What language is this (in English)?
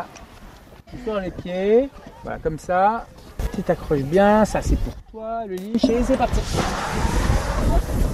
French